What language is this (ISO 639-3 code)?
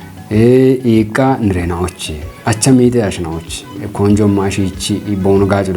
kbr